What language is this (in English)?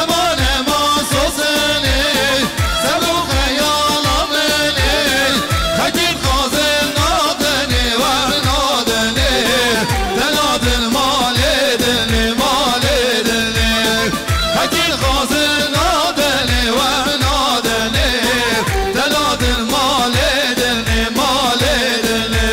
Kurdish